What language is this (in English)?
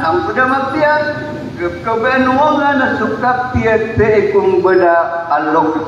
Maranao